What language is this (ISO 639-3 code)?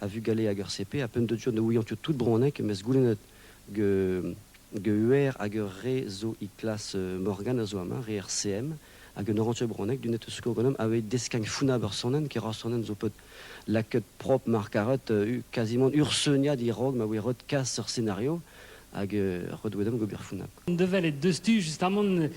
bre